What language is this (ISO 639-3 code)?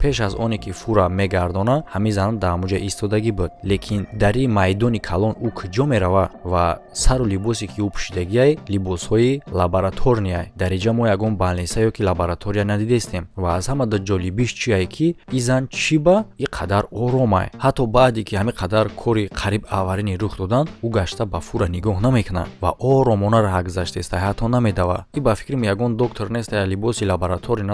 tgk